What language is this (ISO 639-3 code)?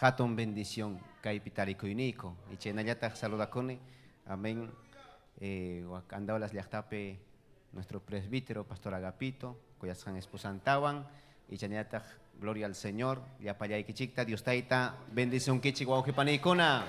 quy